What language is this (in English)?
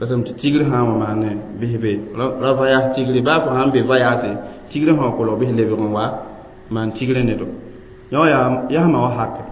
Mossi